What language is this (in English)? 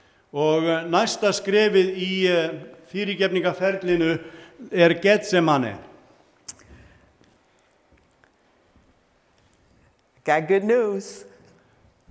Icelandic